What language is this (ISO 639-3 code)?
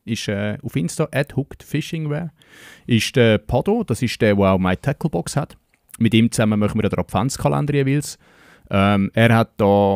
gsw